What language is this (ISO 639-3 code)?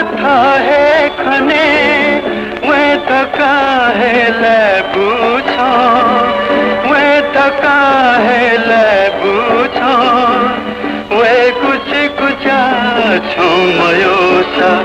new